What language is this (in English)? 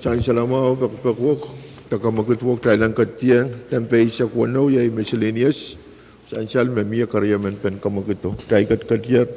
Pohnpeian